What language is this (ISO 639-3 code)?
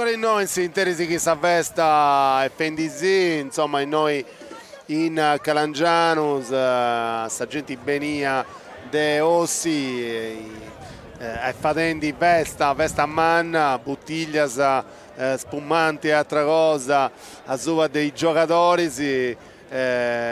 srd